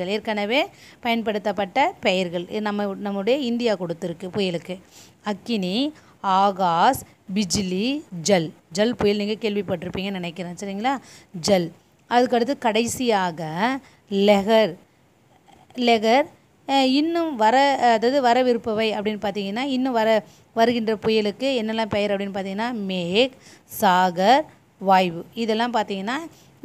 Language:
Tamil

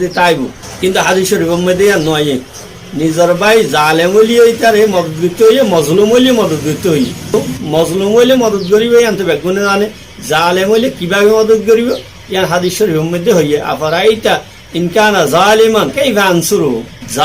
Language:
Rohingya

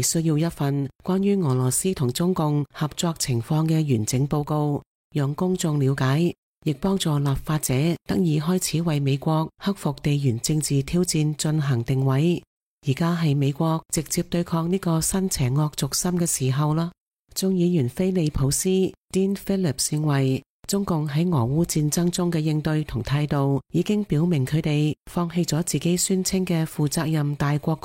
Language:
Cantonese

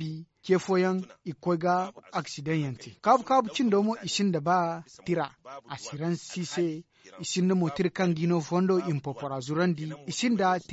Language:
Zarma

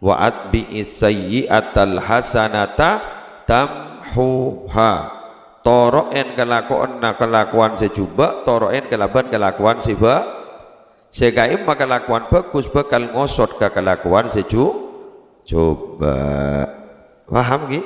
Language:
Madurese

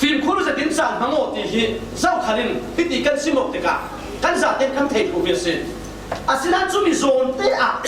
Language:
Falam Chin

